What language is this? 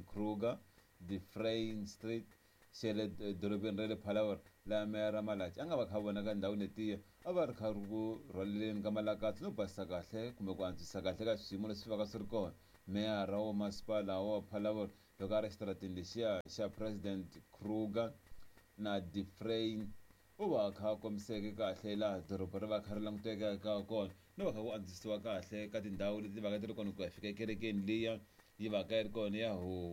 Tsonga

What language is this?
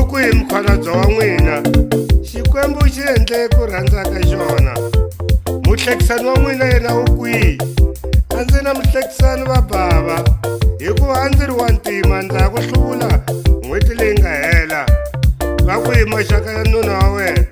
Tsonga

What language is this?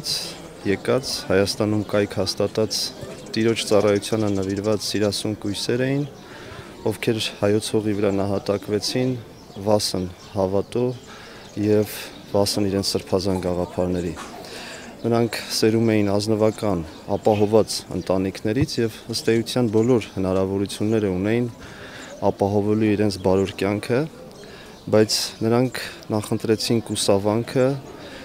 Armenian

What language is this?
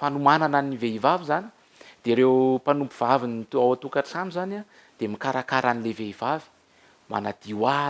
Malagasy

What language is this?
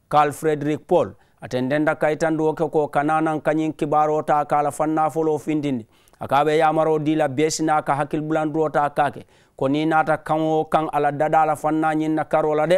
Mandingo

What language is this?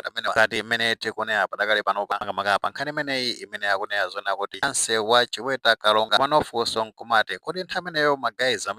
Nyanja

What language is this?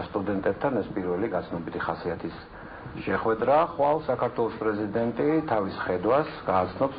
Georgian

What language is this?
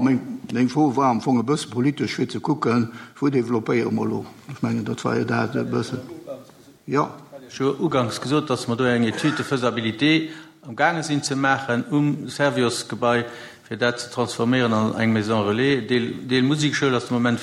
Luxembourgish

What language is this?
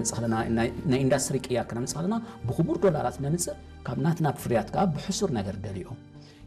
Tigrinya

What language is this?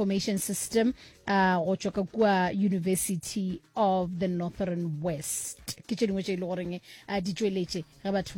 Northern Sotho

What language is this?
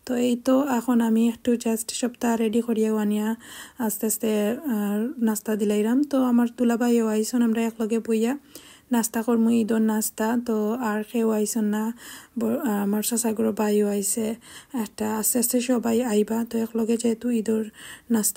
Sylheti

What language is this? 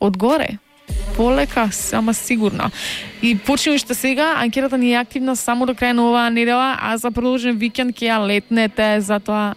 Macedonian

